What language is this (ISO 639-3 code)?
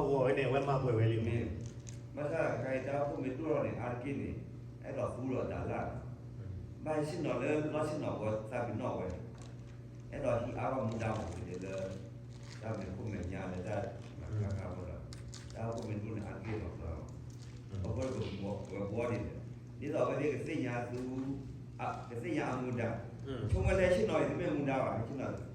ksw